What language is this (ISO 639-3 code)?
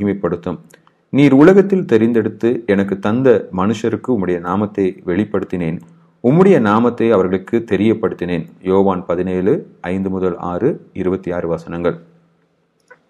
tam